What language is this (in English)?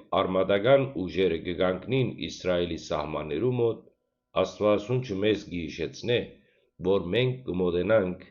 Western Armenian